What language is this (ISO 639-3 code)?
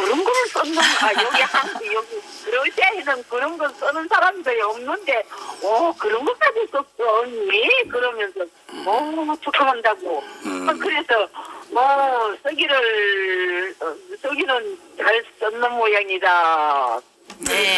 kor